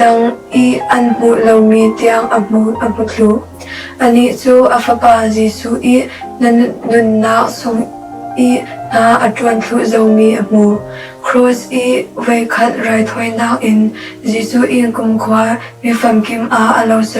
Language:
Falam Chin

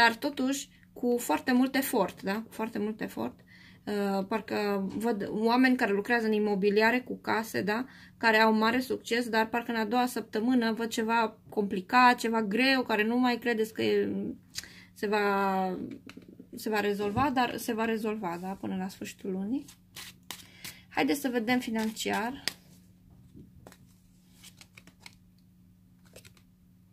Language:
Romanian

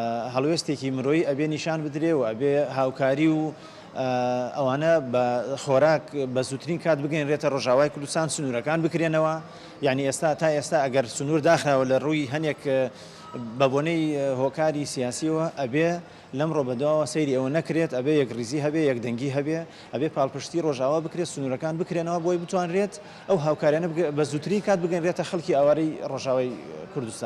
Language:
Central Kurdish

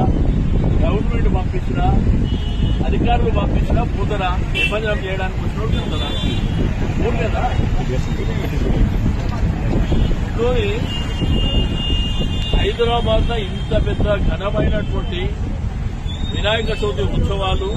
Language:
Telugu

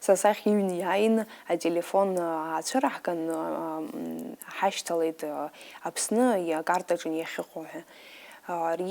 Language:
Abkhazian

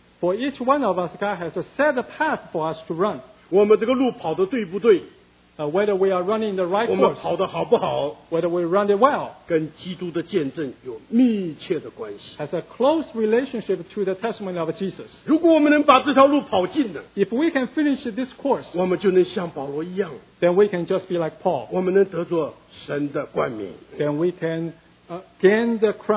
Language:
Chinese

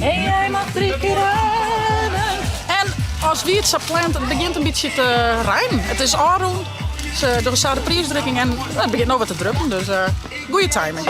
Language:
Western Frisian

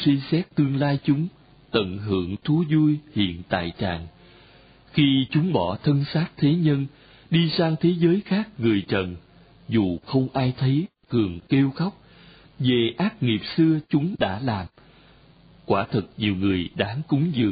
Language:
Vietnamese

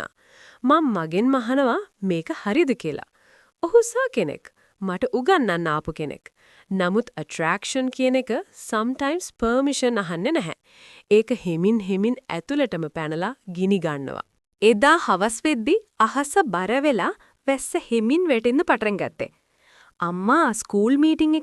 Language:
Sinhala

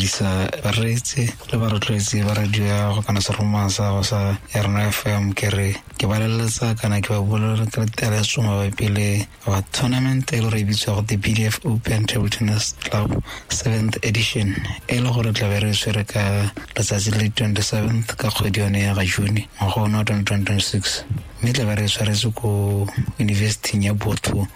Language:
Tswana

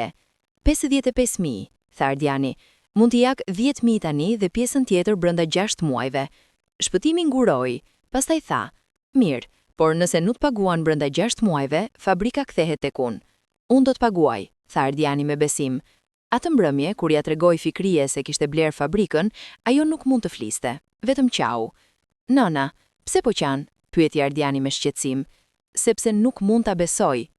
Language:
Albanian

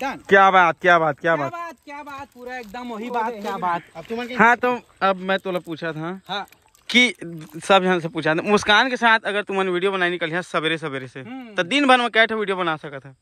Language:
Chhattisgarhi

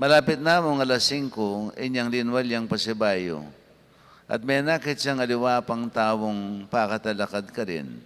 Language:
Pampanga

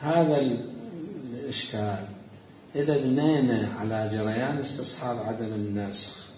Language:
Mesopotamian Arabic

